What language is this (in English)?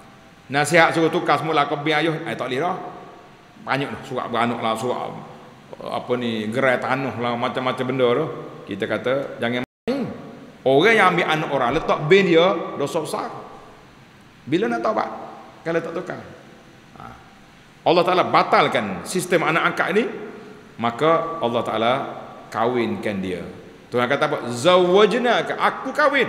Malay